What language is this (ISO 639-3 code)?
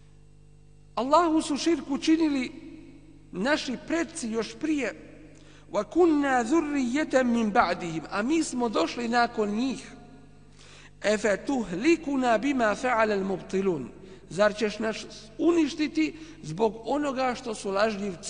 bos